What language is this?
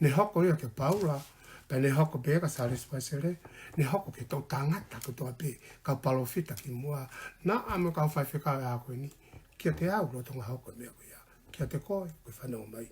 Tongan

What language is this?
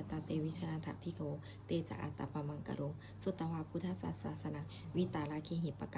Pali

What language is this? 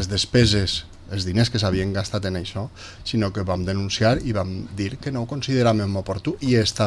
Catalan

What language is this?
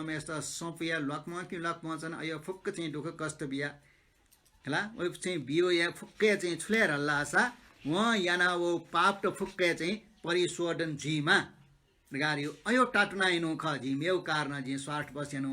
Newari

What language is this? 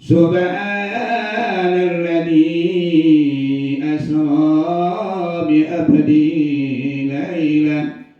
Minangkabau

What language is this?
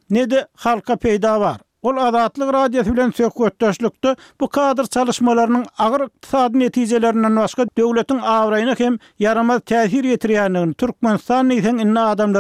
Turkmen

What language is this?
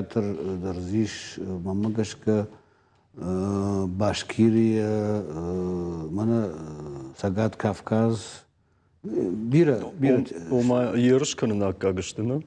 Ossetic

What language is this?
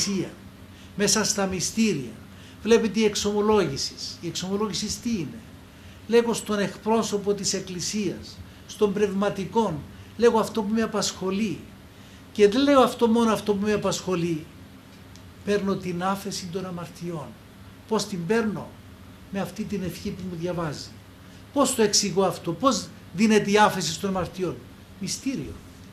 Greek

